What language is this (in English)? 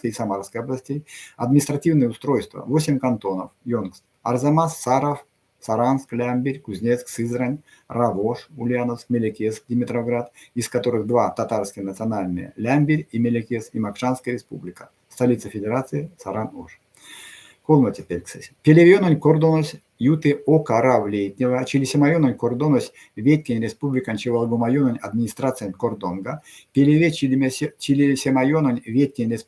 Erzya